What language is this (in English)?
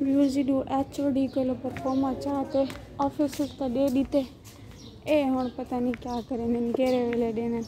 Saraiki